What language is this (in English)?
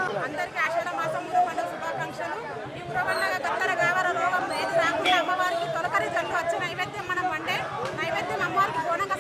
Telugu